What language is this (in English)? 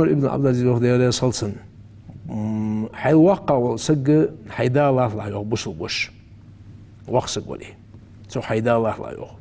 Ingush